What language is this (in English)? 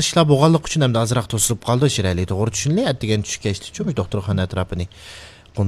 Uyghur